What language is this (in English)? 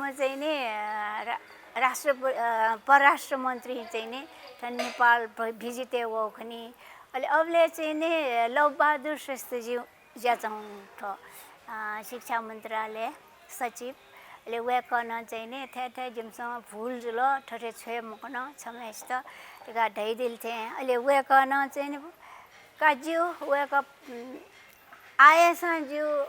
Newari